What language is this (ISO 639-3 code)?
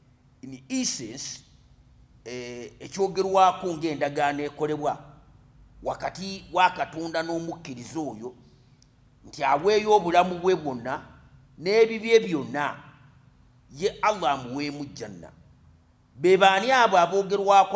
lug